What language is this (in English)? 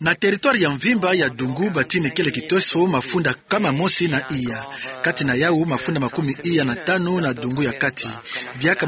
Kituba (Democratic Republic of Congo)